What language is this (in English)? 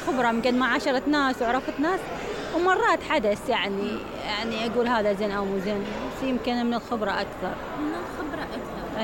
Mesopotamian Arabic